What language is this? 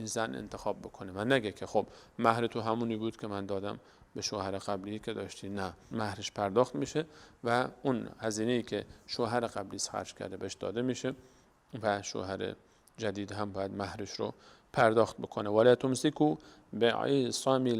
Persian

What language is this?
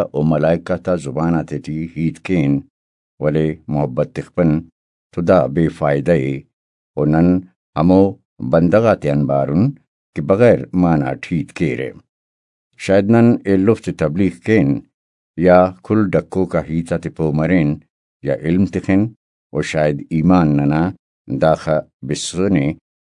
Brahui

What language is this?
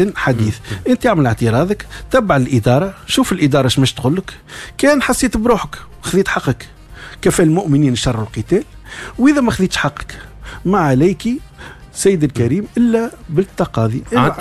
Tunisian Arabic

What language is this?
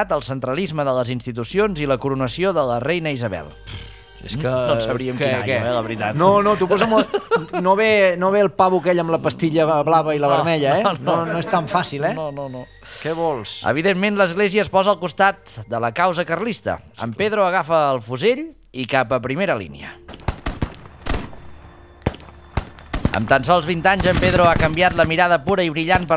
Catalan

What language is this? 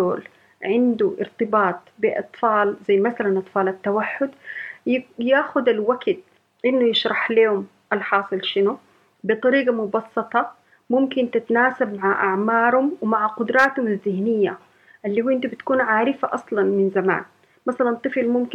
Sudanese Arabic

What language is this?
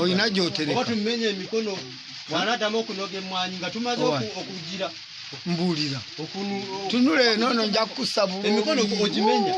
Ganda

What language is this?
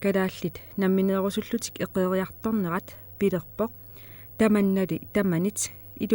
Kalaallisut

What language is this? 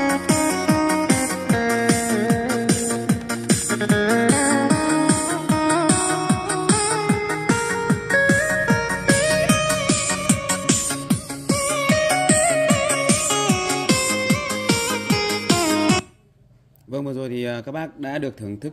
Vietnamese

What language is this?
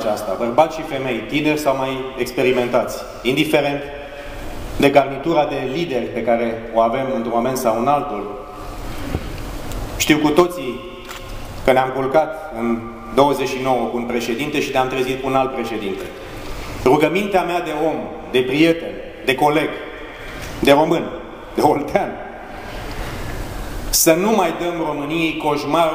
Romanian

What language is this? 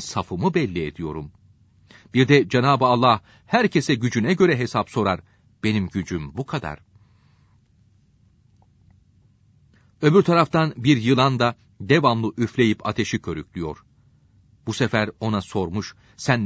Turkish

